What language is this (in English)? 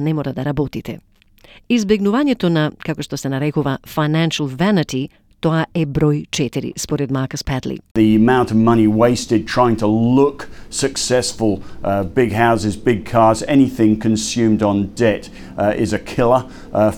Macedonian